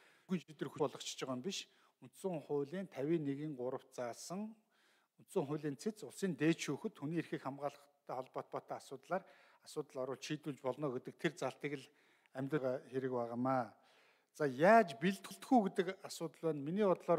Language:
Mongolian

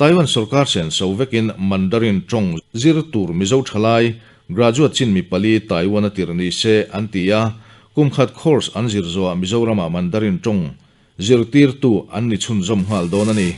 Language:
Mizo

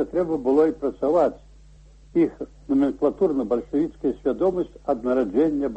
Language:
Belarusian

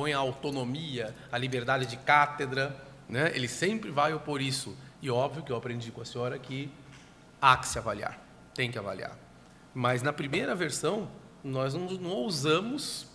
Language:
Portuguese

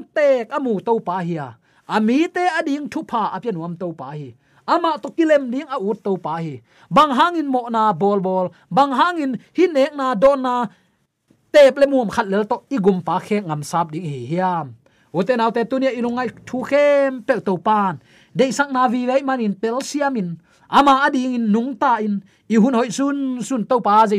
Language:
Tedim Chin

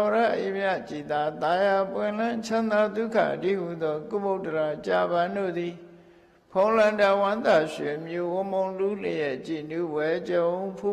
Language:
Burmese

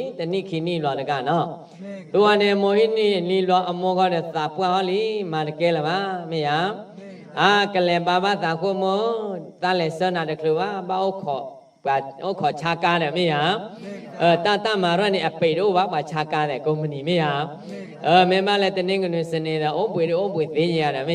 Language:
S'gaw Karen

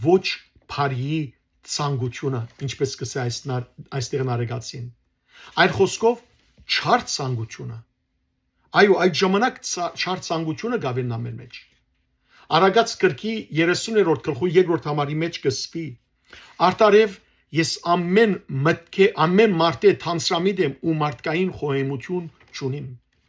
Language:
Western Armenian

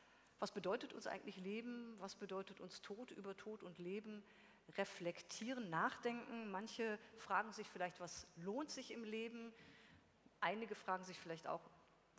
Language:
German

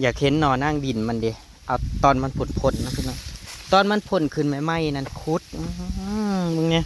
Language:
Northeastern Thai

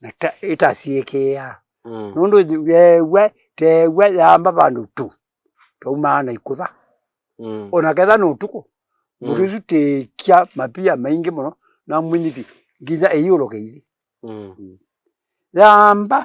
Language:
Kamba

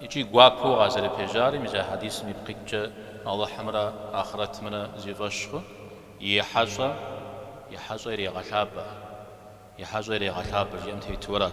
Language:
Kabardian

